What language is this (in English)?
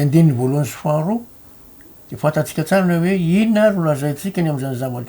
Malagasy